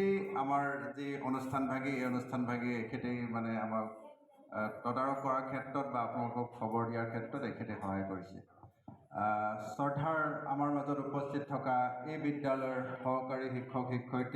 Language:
Assamese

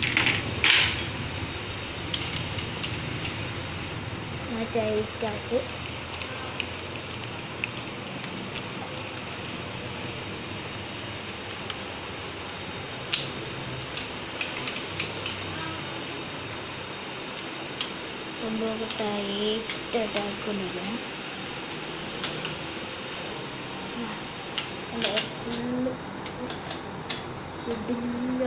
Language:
Malayalam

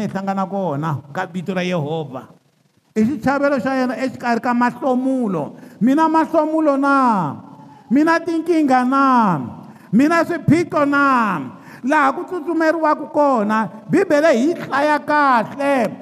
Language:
Tsonga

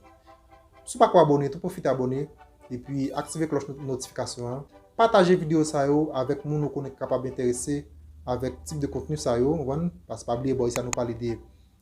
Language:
Haitian Creole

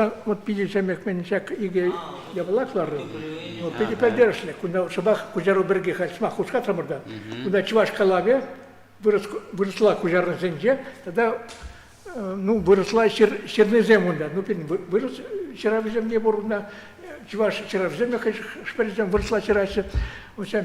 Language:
Chuvash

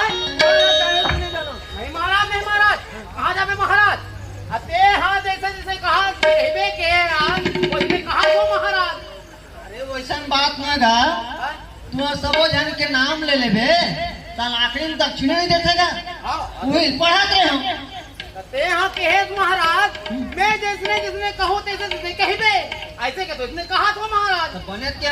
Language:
Chhattisgarhi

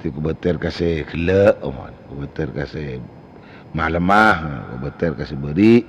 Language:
Madurese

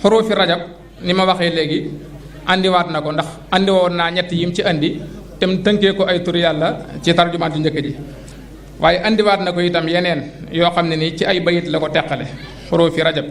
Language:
Wolof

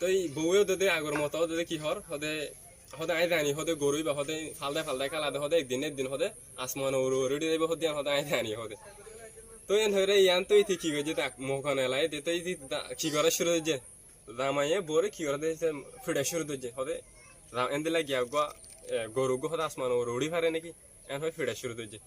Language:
Rohingya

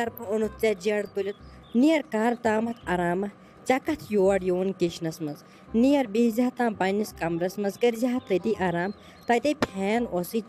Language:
Kashmiri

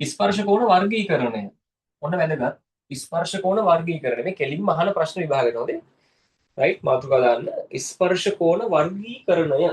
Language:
Sinhala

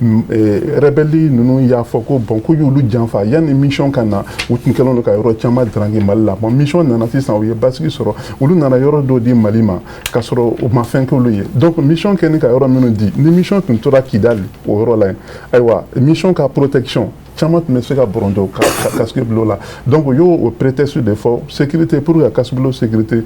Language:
Bambara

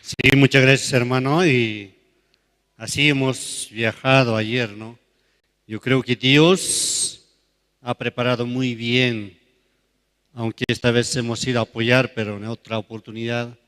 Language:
South Bolivian Quechua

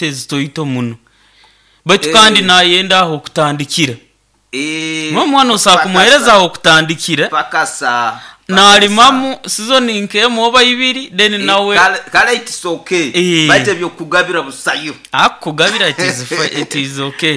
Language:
Nyoro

